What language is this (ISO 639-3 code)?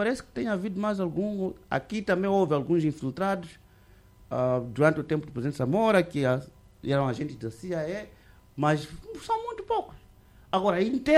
por